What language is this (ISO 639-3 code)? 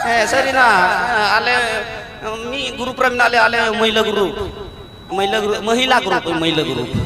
sat